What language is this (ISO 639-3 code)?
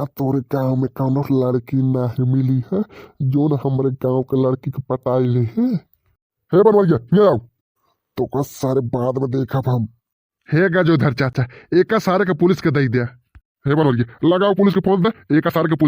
bho